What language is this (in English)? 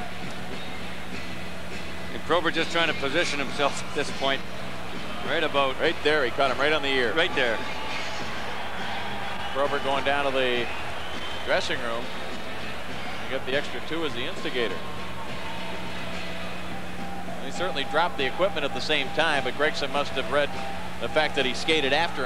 English